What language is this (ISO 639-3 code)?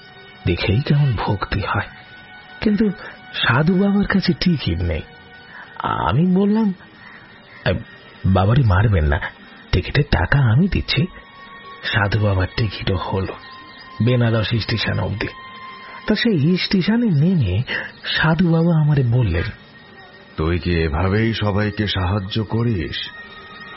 ben